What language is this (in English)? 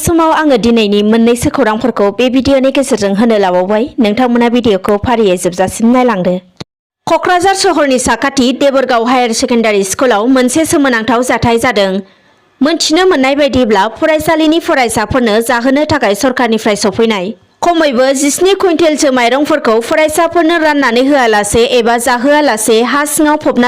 Bodo